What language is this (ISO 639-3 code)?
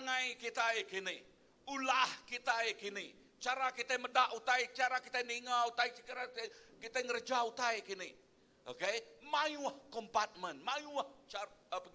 iba